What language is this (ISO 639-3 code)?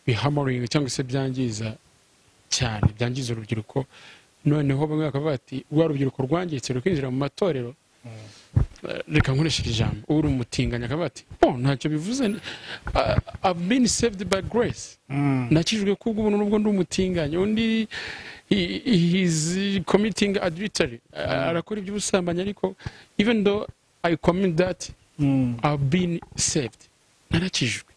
kin